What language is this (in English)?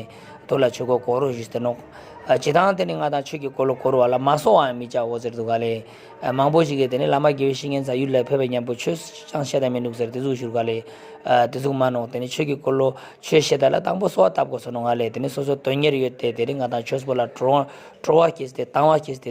Ladakhi